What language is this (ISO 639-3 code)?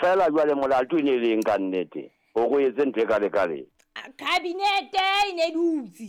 sot